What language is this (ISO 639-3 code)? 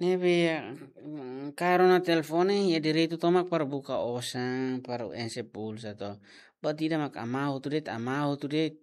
tet